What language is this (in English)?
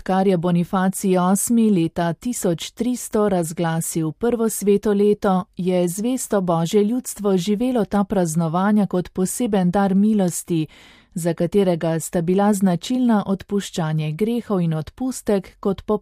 Slovenian